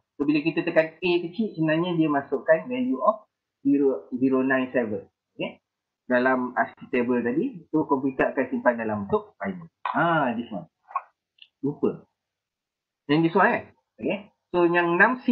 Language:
Malay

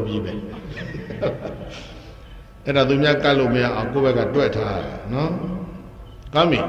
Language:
Burmese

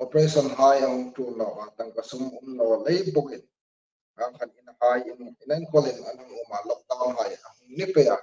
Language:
Hmar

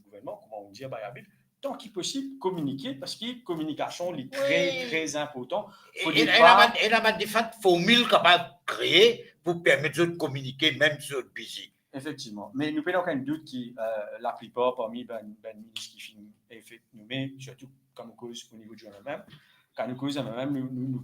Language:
Morisyen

